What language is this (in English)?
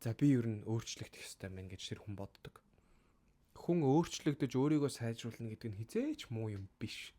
Mongolian